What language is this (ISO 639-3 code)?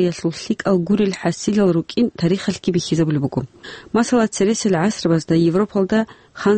ava